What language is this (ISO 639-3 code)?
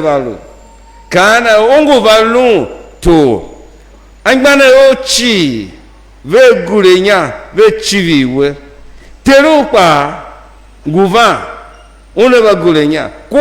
tiv